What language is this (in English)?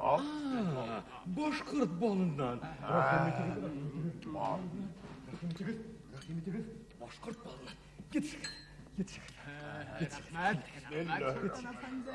Bashkir